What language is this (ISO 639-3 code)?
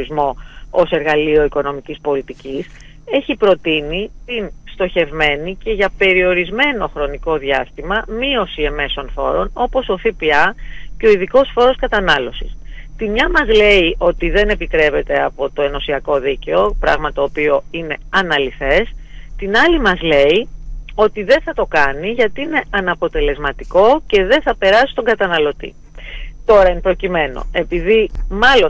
ell